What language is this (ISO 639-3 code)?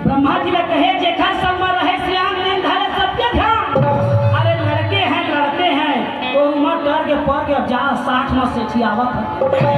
hne